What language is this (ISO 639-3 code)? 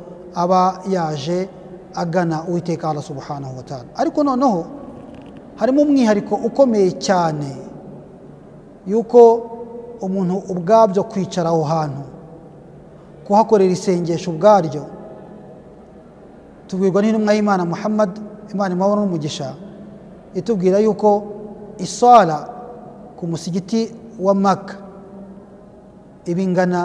kin